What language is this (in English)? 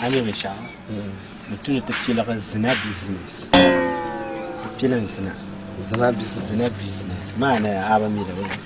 Dagbani